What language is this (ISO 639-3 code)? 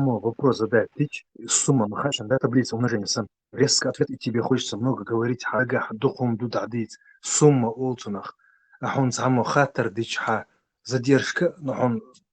che